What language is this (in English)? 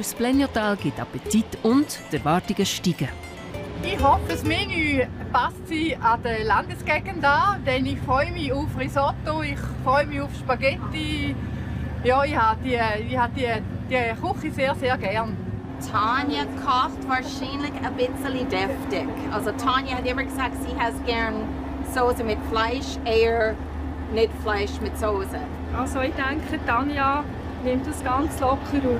Swiss German